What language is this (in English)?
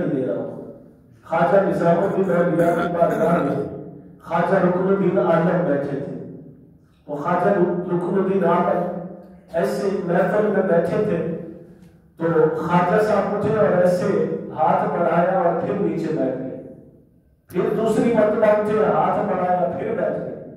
Urdu